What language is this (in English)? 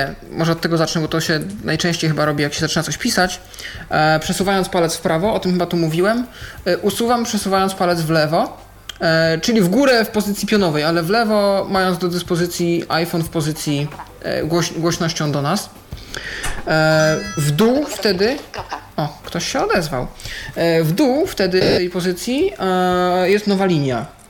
Polish